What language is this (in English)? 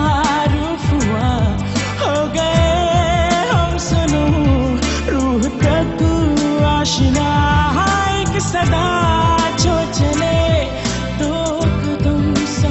Hindi